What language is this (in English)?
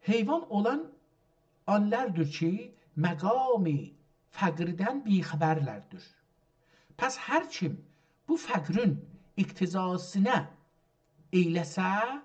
South Azerbaijani